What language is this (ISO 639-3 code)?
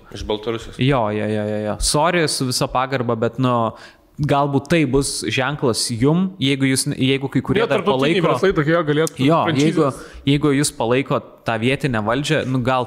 lit